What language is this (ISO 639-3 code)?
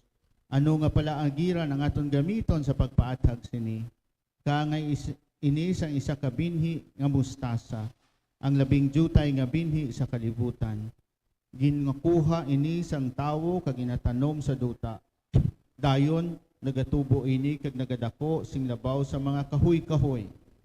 hil